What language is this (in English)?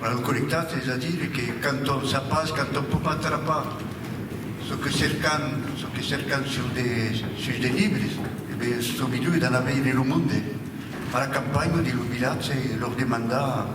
Occitan